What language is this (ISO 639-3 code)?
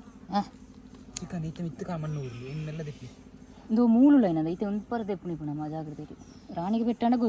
tcy